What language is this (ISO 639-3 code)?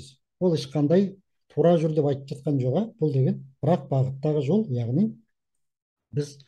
kaz